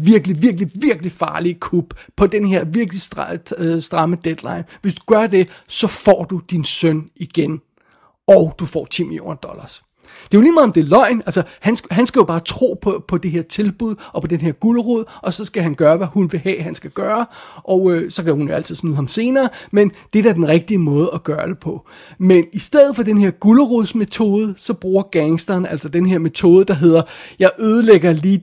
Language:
Danish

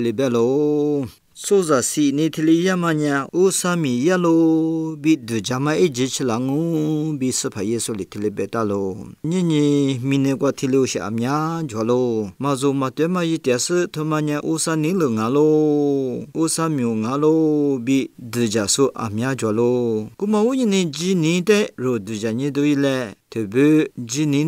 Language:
Lisu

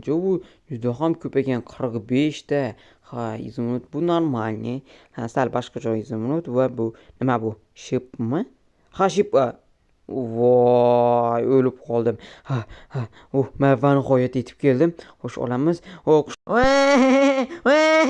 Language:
Uzbek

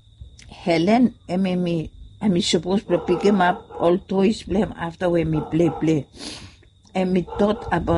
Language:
Bislama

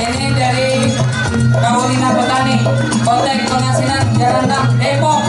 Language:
Betawi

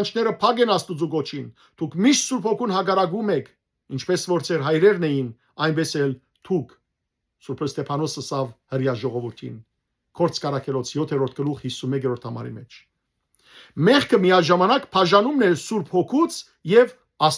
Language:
Western Armenian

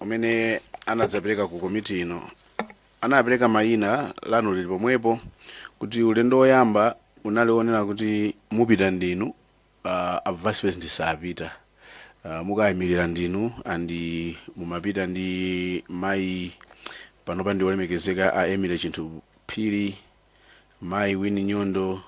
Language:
Nyanja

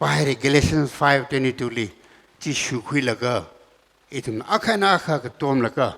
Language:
Tangkhul Naga (India)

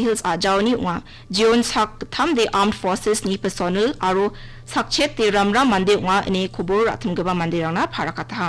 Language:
Garo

